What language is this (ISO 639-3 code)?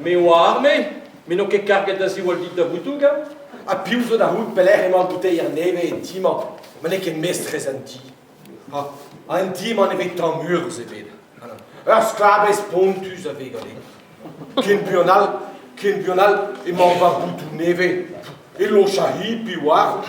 bre